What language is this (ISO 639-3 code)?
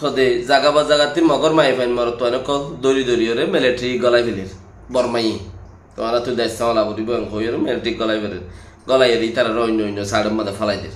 rhg